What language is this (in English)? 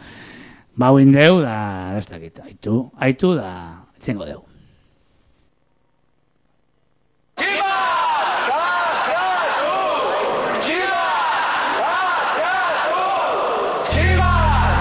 Basque